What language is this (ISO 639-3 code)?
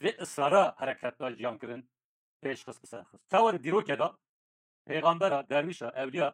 kur